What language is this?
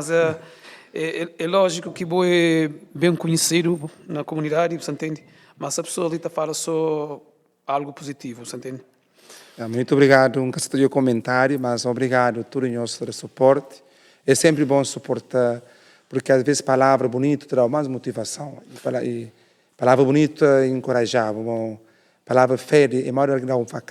Kabuverdianu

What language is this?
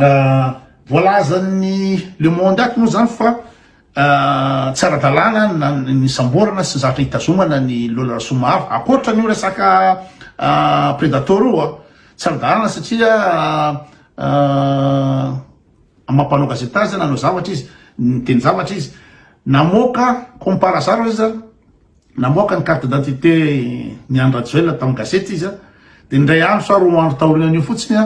Malagasy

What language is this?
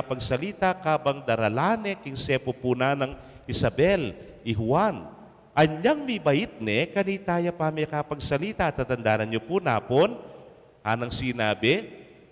Pampanga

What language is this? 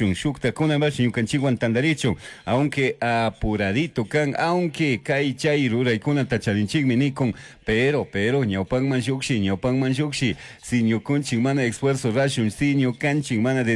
Chimborazo Highland Quichua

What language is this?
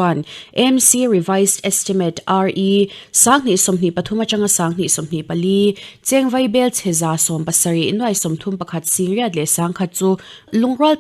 Mizo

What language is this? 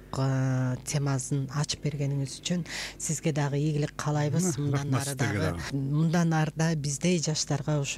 Kyrgyz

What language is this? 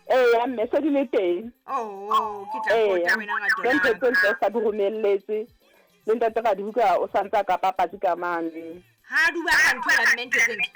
Southern Sotho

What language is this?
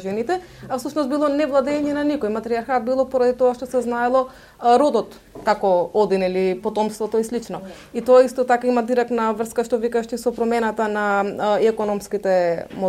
Macedonian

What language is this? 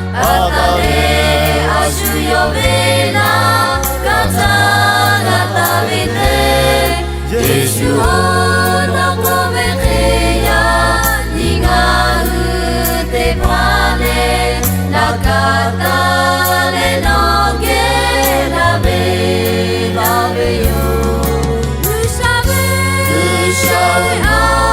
Lahu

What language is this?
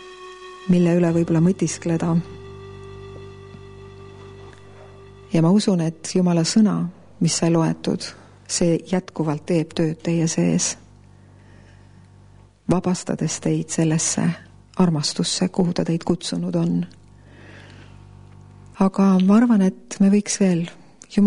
Estonian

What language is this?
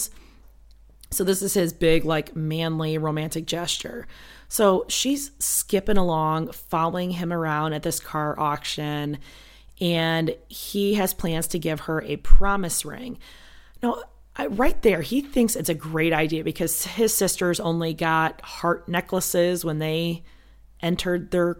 English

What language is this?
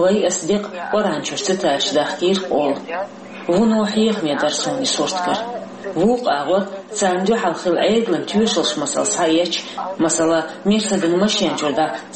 Chechen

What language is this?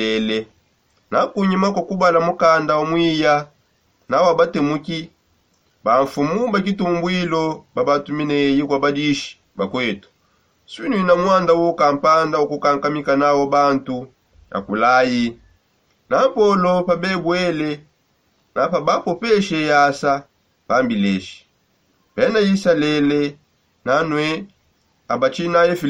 Songe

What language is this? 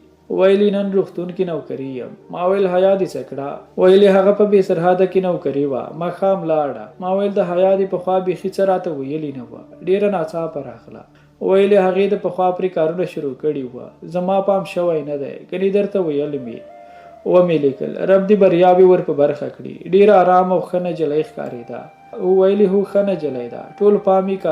Pashto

